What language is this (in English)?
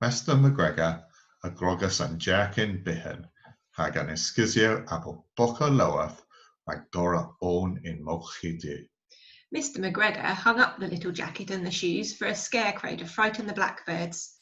Cornish